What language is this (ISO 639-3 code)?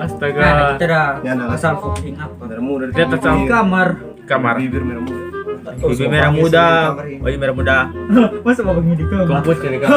xmm